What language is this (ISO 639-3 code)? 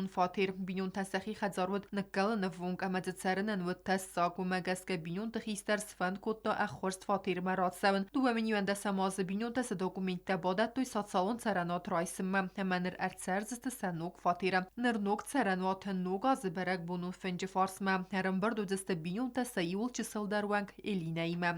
oss